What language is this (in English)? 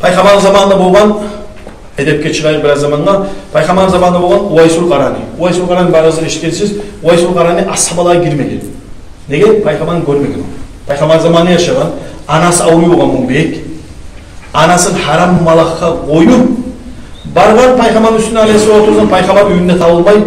Kumyk